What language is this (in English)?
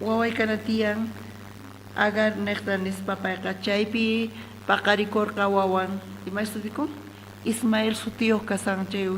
South Bolivian Quechua